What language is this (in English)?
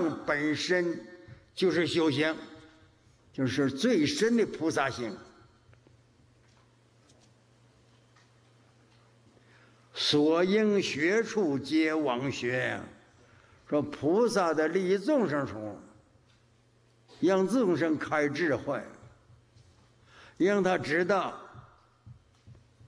Chinese